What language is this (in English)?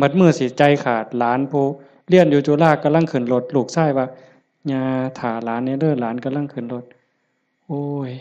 Northeastern Thai